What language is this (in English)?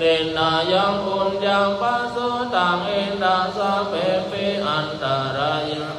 Pali